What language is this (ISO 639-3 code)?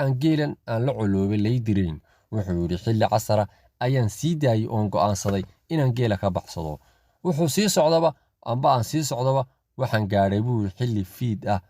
som